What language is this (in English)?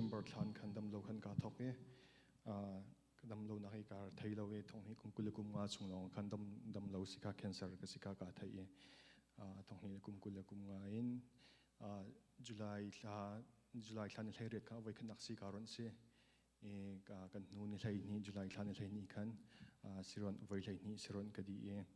Hakha Chin